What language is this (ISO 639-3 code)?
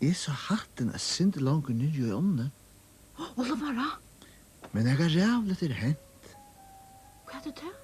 fao